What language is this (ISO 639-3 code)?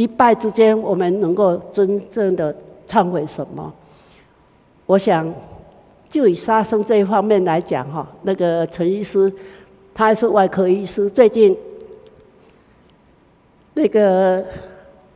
zho